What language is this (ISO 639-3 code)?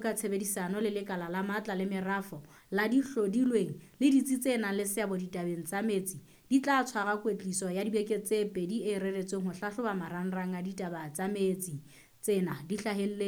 sot